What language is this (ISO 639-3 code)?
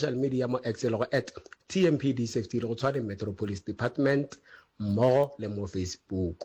nso